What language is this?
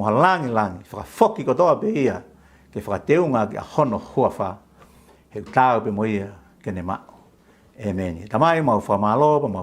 Tongan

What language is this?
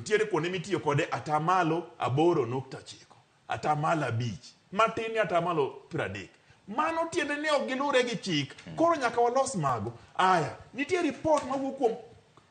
Luo (Kenya and Tanzania)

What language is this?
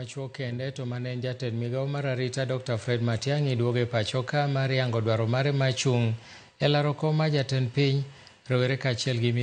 Luo (Kenya and Tanzania)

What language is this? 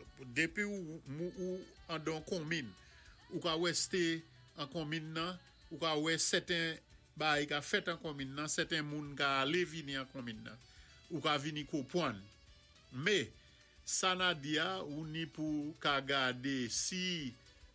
Saint Lucian Creole French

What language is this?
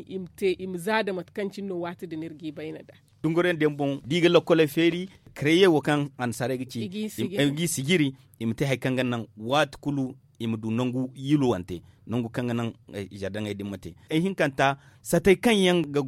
Zarma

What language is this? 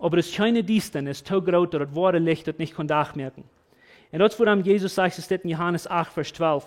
Plautdietsch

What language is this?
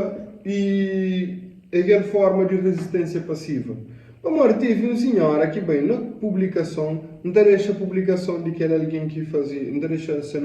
Kabuverdianu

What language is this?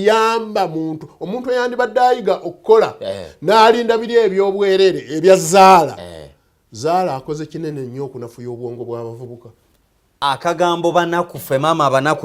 Ganda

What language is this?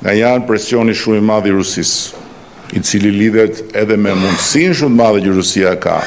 Albanian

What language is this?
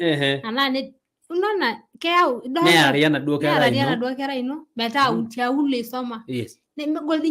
Masai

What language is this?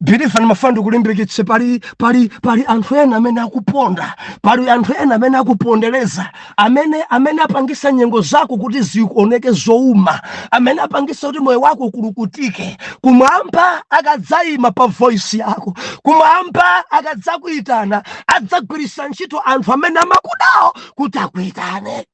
Nyanja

